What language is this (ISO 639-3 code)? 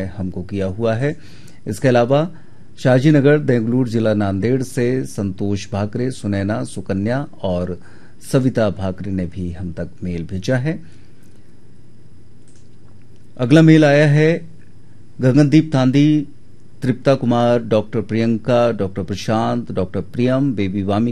hin